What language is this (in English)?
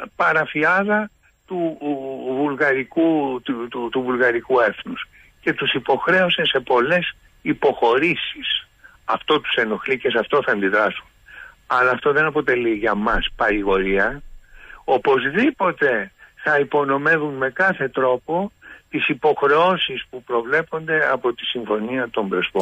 Greek